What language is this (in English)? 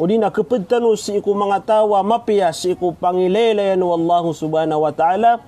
Maranao